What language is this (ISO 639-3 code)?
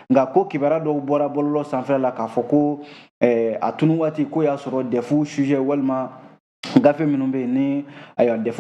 bam